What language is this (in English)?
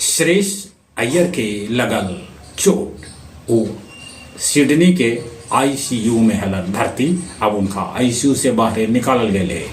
Magahi